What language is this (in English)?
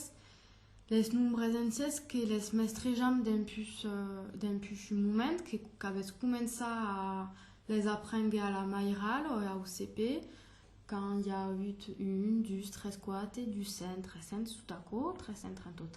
Occitan